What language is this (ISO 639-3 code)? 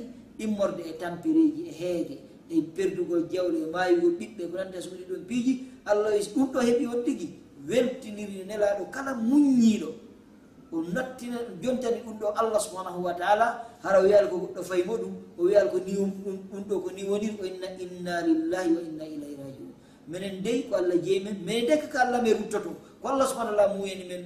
ful